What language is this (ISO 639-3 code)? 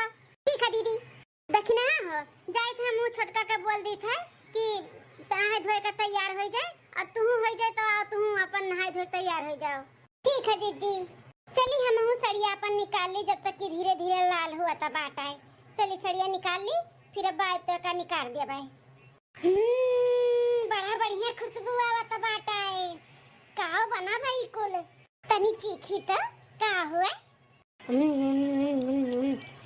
awa